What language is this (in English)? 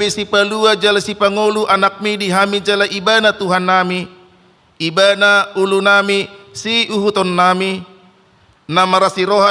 Batak Toba